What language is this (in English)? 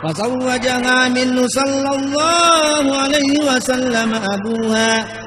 Buginese